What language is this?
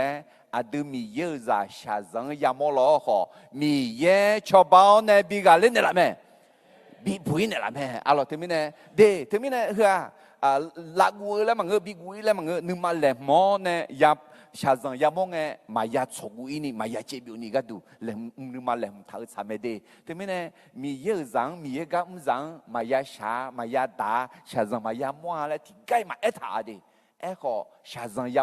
Akha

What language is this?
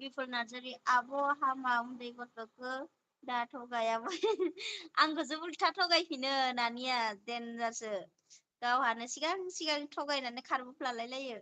Bodo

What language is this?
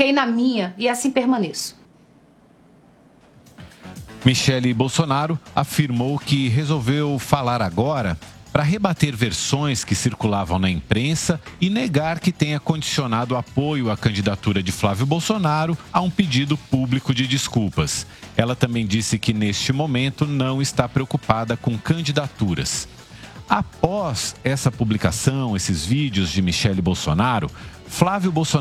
Portuguese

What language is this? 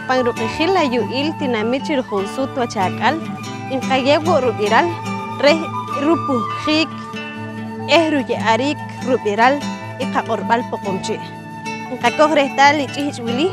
Poqomchi'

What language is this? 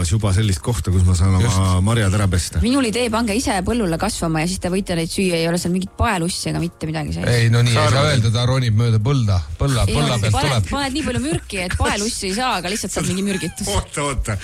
Estonian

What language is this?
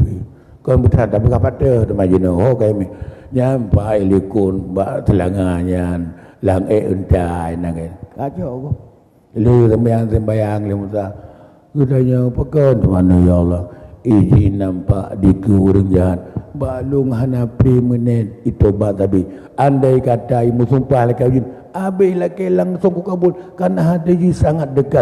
Achinese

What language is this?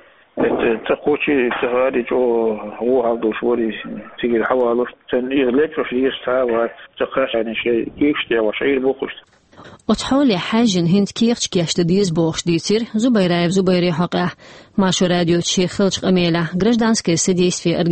Chechen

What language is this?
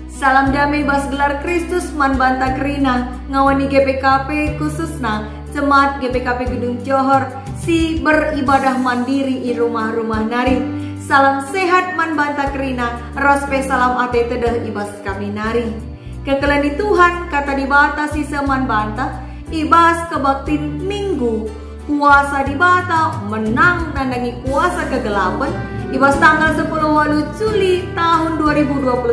Batak Karo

